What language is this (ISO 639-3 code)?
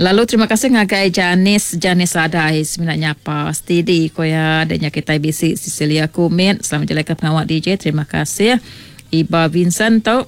iba